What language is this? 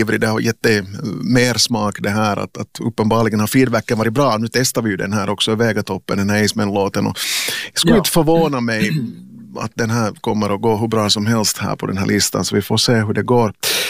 Swedish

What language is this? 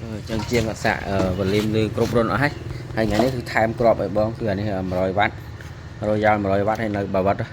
Khmer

